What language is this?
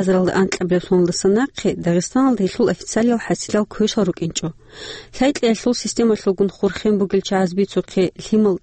Avaric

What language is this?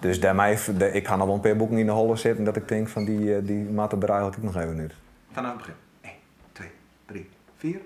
Western Frisian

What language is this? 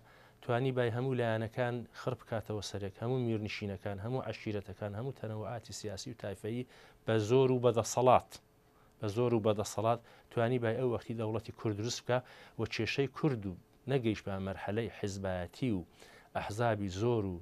Central Kurdish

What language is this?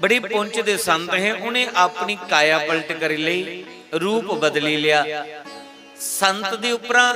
Dogri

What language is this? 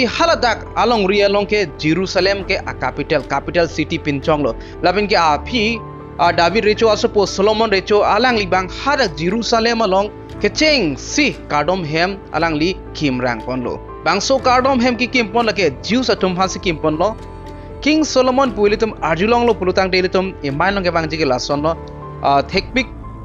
Karbi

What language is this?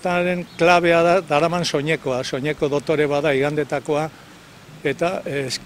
Basque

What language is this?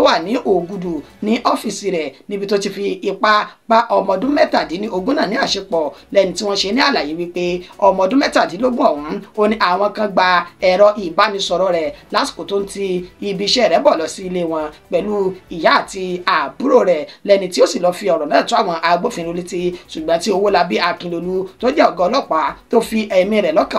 Yoruba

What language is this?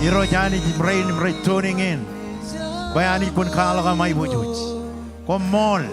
Marshallese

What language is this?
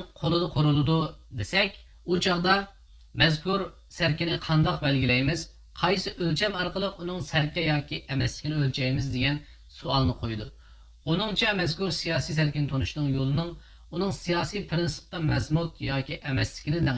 Uyghur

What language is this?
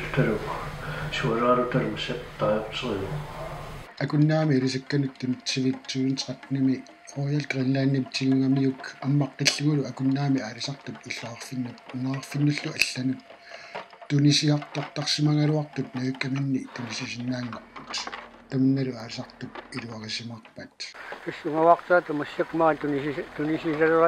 Kalaallisut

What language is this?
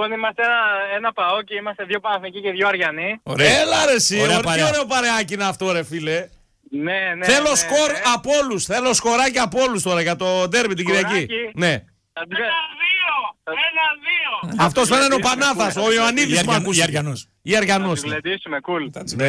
Greek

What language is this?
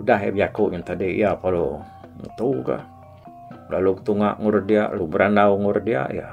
Iban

